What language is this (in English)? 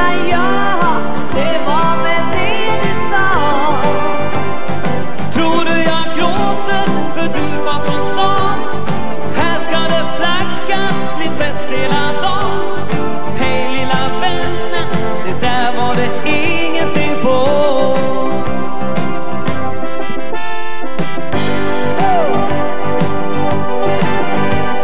Swedish